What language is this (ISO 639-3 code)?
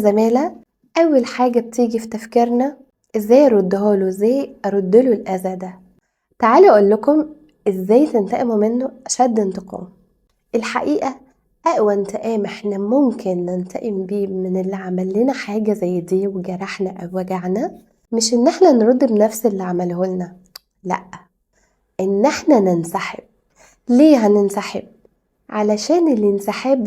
arz